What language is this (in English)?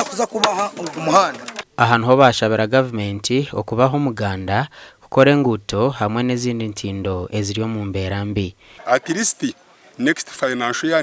Nyankole